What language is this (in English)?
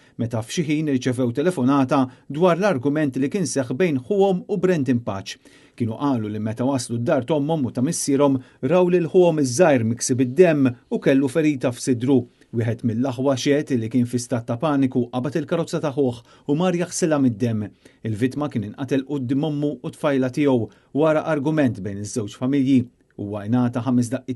Maltese